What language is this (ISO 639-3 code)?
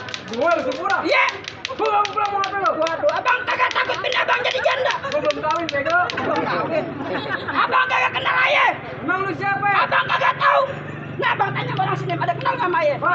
bew